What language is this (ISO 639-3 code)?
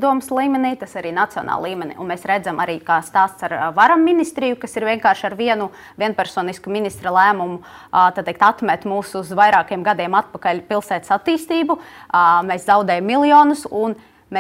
lav